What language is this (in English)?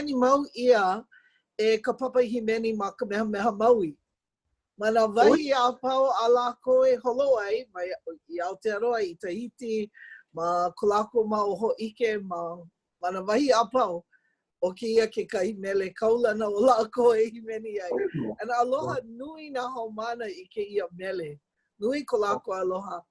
Hawaiian